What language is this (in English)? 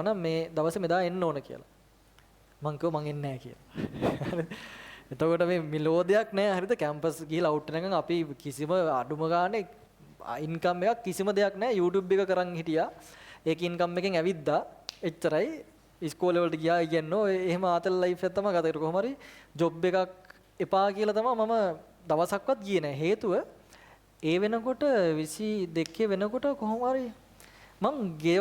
Sinhala